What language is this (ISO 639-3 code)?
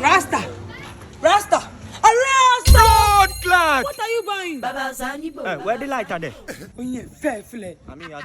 jam